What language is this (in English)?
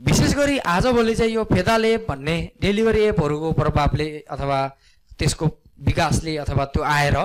Nepali